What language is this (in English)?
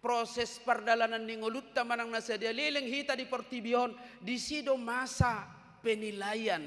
Batak Toba